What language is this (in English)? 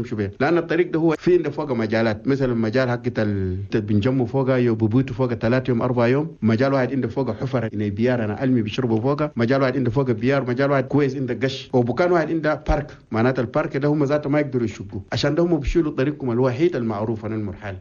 Chadian Arabic